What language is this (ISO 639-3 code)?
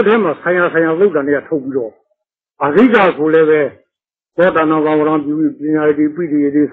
mya